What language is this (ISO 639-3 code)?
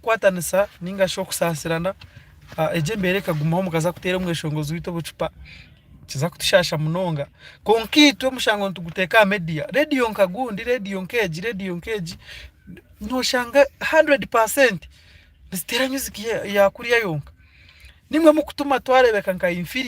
nyn